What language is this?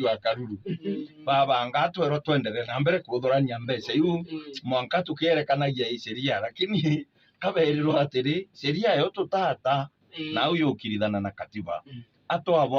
Meru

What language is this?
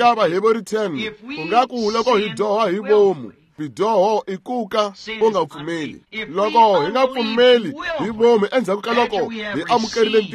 Tsonga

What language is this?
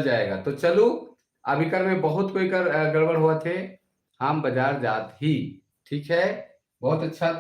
Sadri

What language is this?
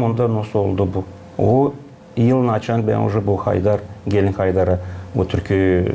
Gagauz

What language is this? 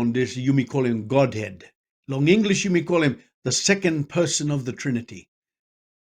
Tok Pisin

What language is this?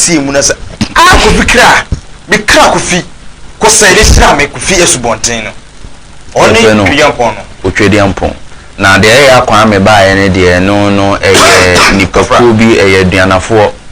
Akan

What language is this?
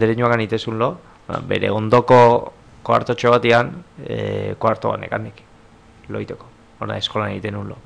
Basque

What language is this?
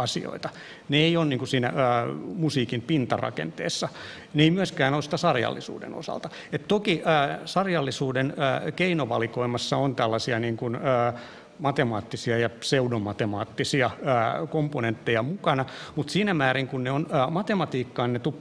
Finnish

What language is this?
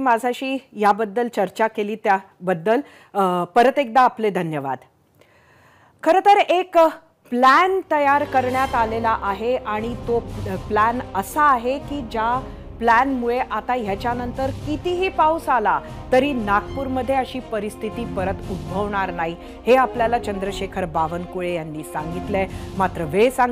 Marathi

